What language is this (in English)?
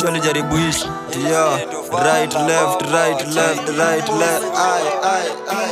Swahili